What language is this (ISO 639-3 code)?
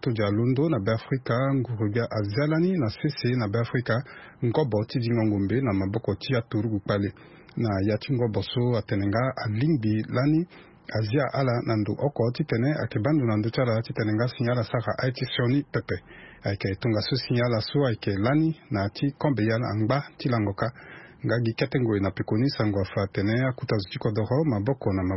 sag